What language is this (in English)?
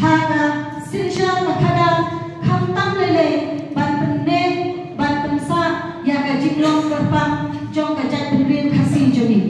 Khasi